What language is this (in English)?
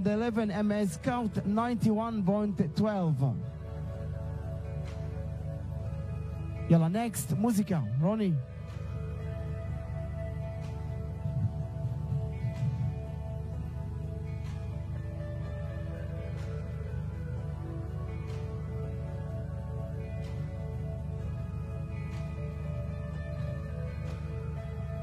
Hebrew